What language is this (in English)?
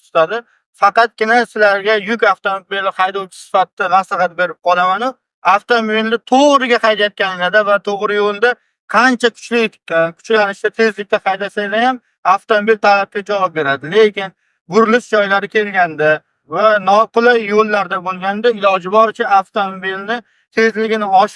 Uzbek